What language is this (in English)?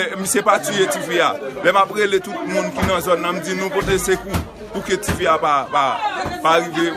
Haitian Creole